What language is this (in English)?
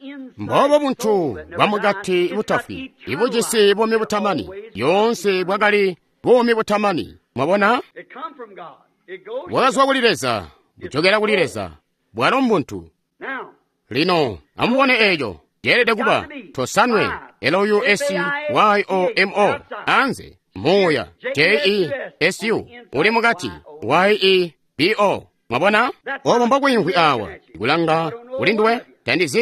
Tonga (Zambia)